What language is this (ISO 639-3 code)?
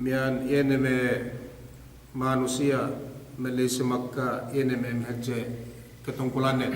yka